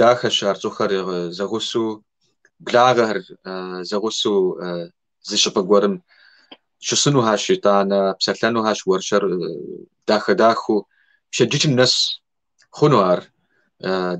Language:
Kabardian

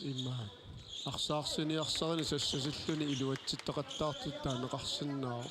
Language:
Kalaallisut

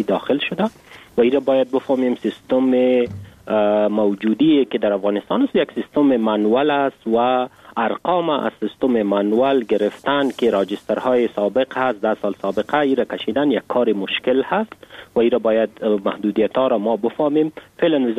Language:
Persian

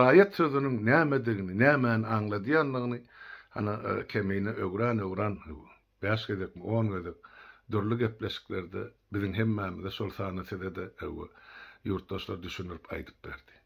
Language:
Turkmen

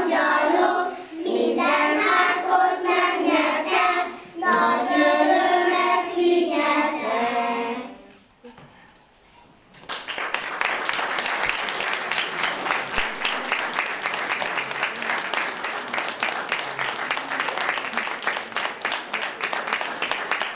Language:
Hungarian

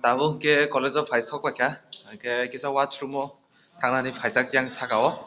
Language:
Kok Borok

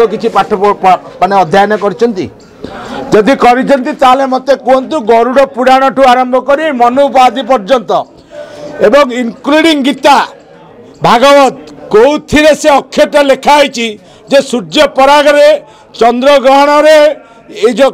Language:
Odia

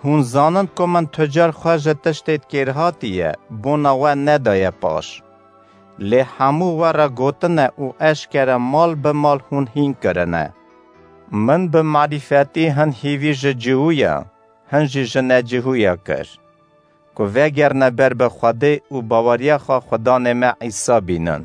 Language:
Kurdish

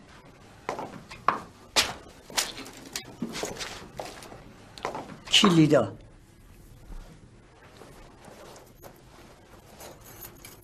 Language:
Persian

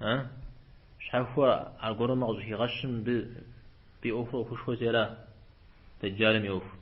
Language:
Kabardian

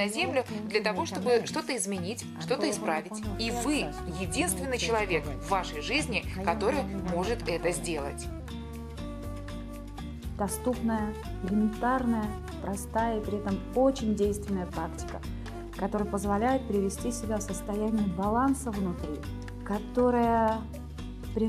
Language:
Russian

